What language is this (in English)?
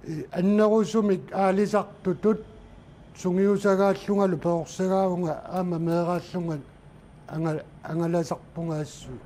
Kalaallisut